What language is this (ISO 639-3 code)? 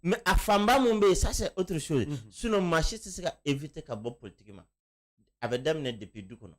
bam